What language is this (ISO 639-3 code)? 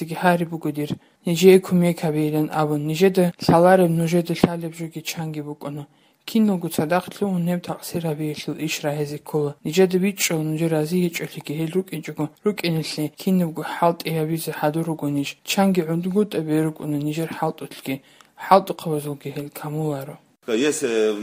ava